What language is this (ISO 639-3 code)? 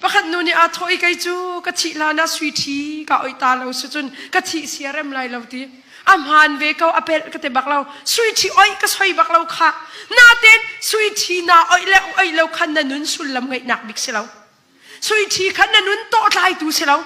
cnh